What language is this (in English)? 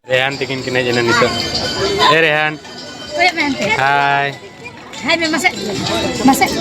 Santali